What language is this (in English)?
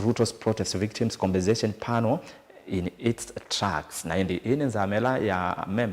Kamba